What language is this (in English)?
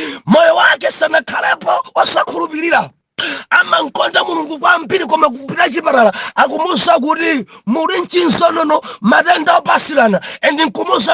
Nyanja